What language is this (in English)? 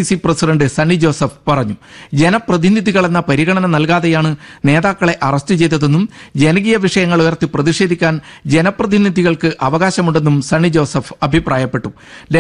Malayalam